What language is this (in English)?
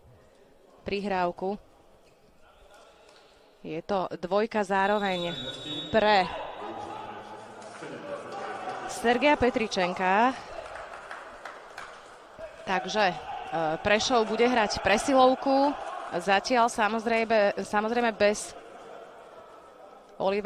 Slovak